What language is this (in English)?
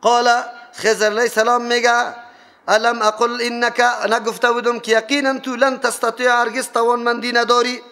Persian